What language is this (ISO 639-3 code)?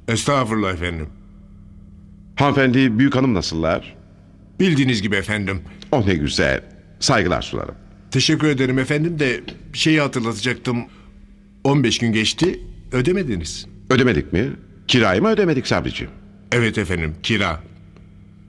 tur